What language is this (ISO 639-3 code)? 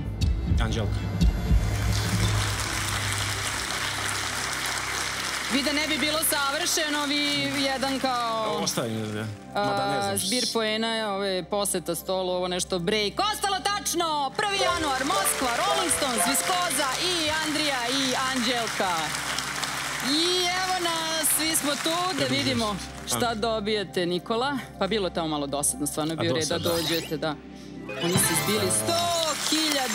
srp